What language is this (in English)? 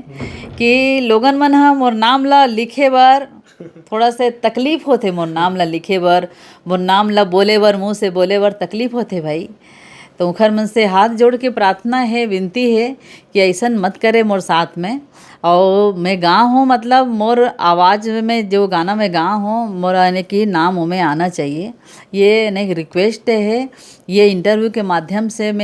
Chhattisgarhi